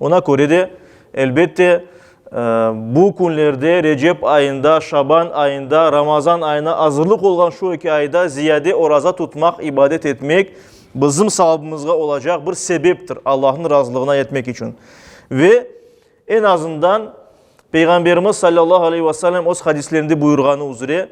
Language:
Crimean Tatar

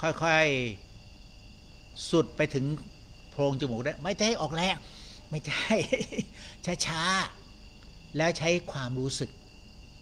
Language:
Thai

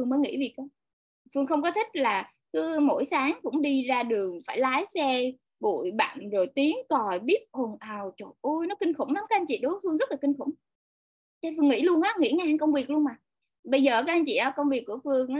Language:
Vietnamese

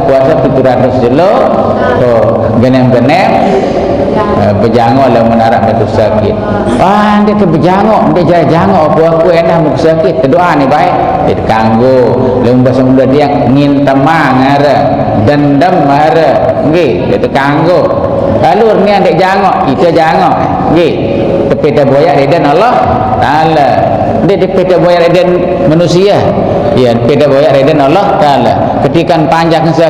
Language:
Sasak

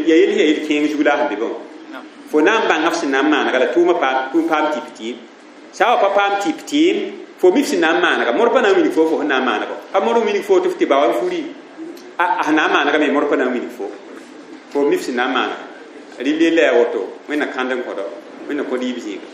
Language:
Mossi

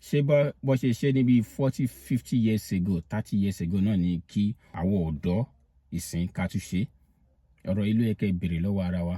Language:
Yoruba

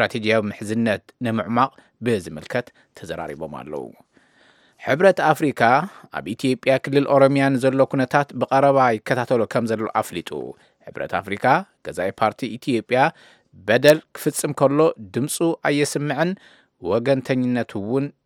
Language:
Tigrinya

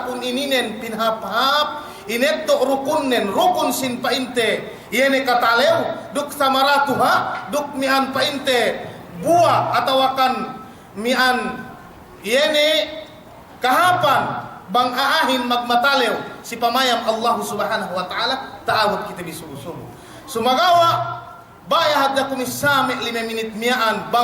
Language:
Yakan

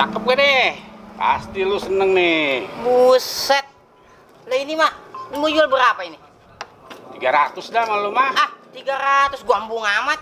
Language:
Betawi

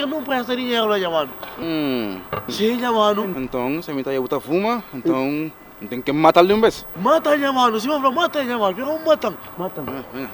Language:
Kabuverdianu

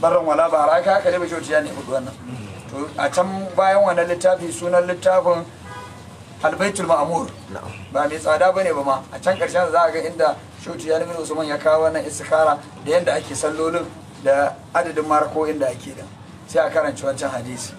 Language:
Hausa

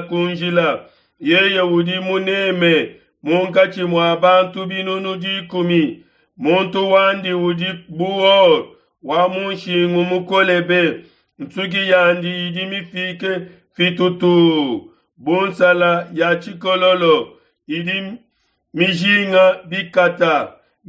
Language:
Luba-Lulua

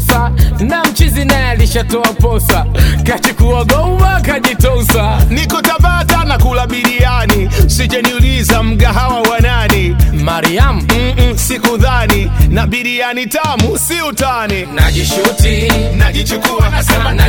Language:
Swahili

